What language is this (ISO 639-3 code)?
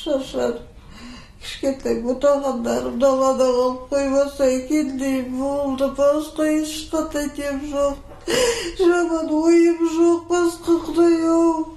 kaz